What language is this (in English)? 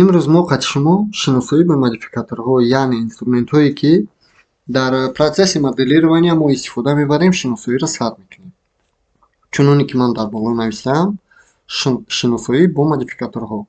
Tajik